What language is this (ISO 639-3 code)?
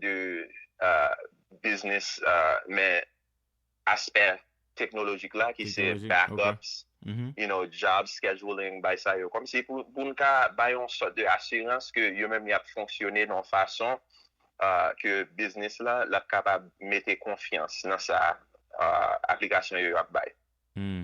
hat